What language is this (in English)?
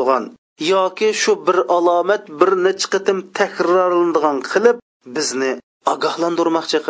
Uyghur